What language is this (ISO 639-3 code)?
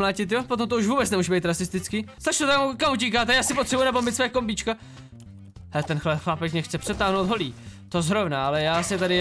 ces